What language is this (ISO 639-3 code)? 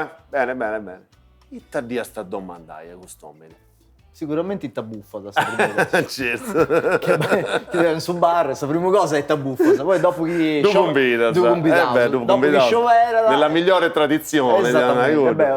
srd